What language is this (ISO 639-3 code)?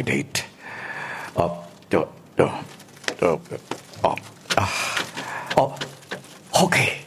krj